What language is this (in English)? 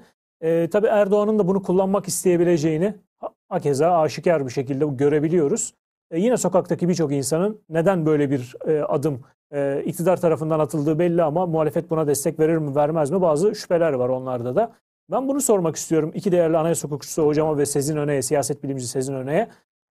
Turkish